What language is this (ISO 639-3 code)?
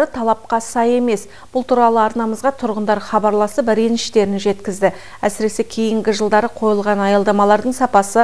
kaz